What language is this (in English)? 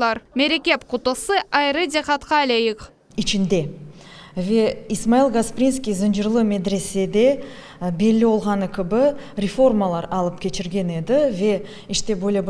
Crimean Tatar